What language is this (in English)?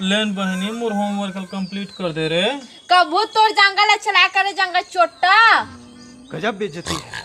Chhattisgarhi